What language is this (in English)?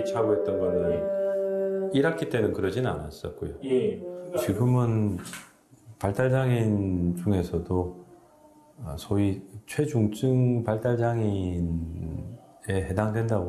Korean